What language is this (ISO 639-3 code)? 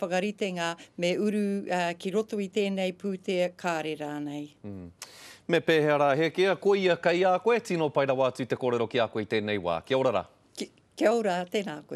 mri